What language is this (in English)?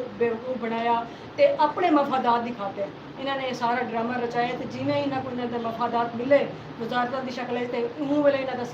Saraiki